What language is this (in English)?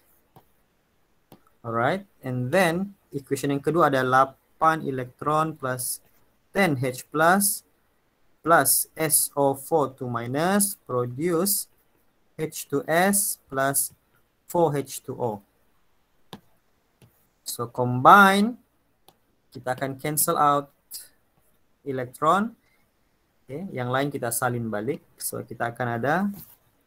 Malay